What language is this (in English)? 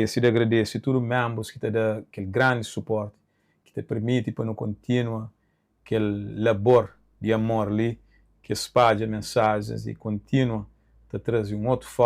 Kabuverdianu